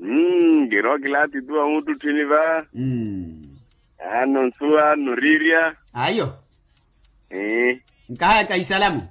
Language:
Makhuwa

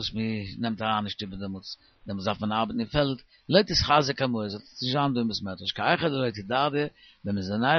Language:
Yiddish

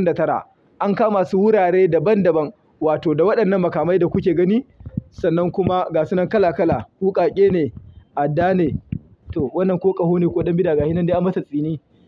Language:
Hausa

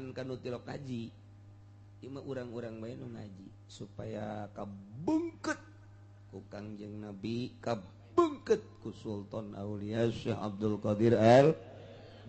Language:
Sundanese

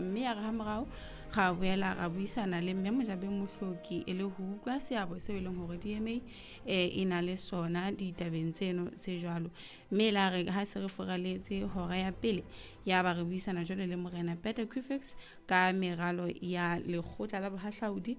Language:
Southern Sotho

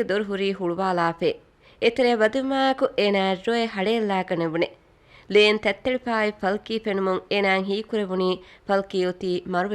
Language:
Divehi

